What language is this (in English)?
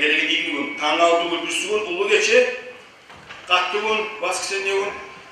Kumyk